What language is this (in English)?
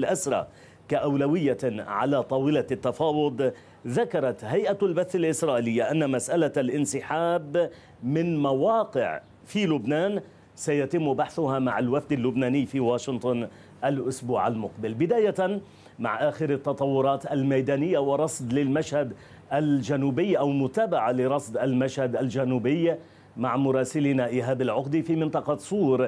Arabic